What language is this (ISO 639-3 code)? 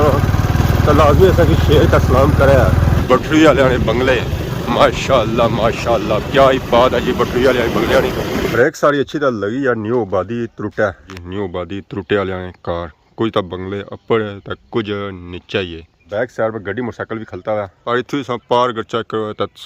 phr